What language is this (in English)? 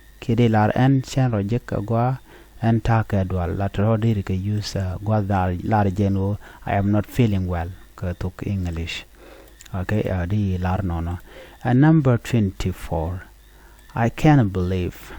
Nuer